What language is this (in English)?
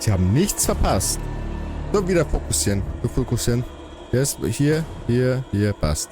Bavarian